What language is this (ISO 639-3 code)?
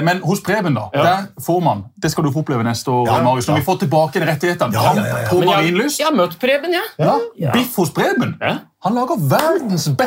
nor